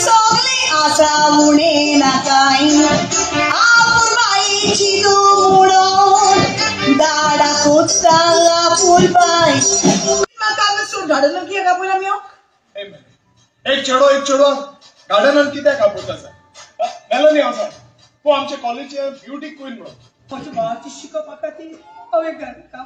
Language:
Konkani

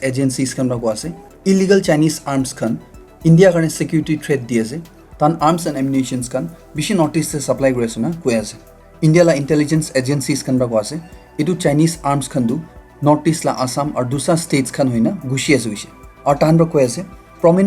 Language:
Naga Pidgin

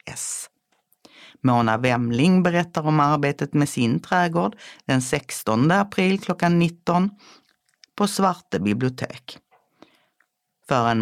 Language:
Swedish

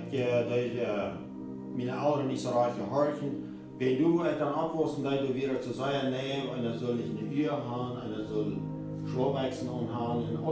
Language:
Plautdietsch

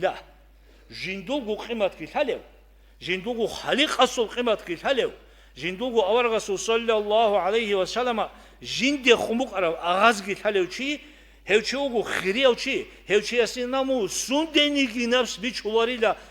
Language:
Avaric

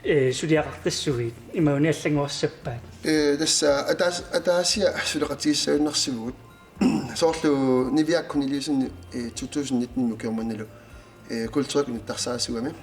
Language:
Kalaallisut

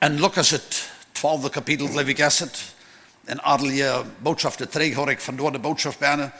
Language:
Plautdietsch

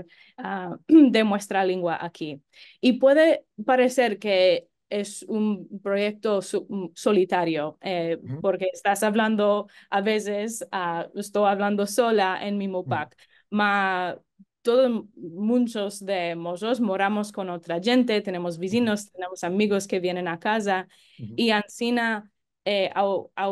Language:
Ladino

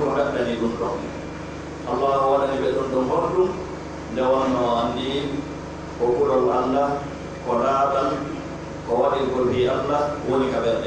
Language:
Pular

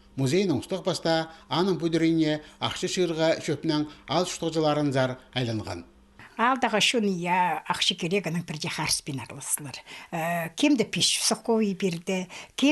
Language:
Khakas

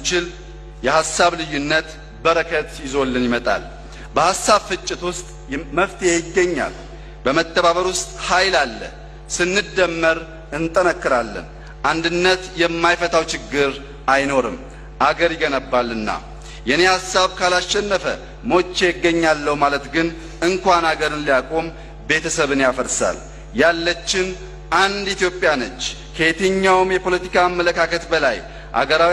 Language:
Amharic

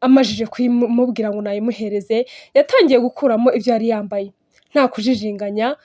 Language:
Kinyarwanda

